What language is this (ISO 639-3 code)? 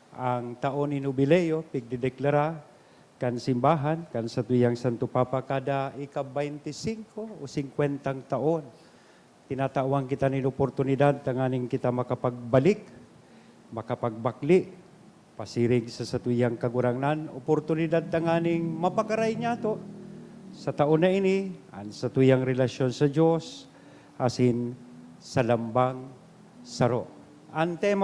bik